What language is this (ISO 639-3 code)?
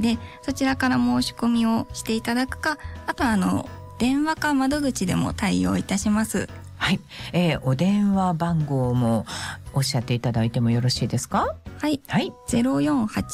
jpn